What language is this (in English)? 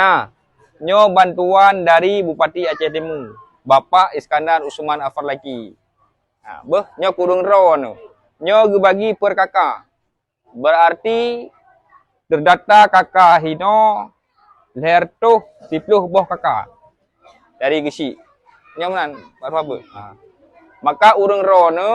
Achinese